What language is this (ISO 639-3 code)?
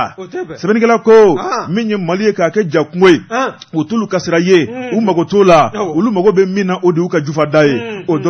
bam